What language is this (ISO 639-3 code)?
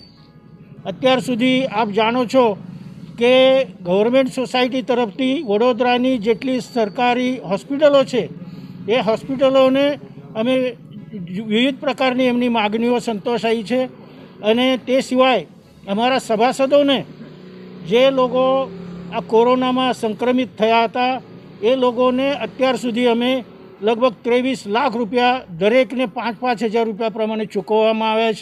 guj